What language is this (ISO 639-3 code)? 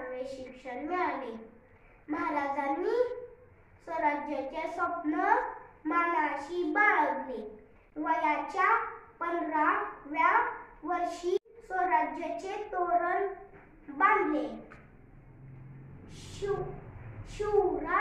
mar